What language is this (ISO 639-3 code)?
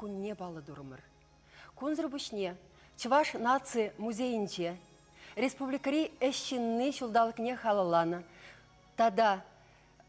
chv